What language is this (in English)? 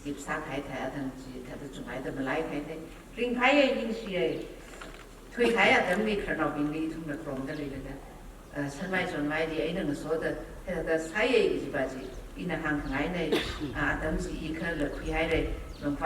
Tangkhul Naga (India)